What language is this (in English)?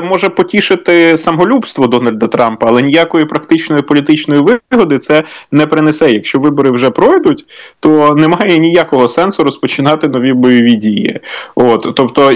Ukrainian